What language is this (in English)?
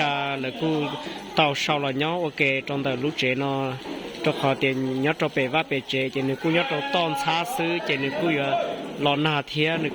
Hmong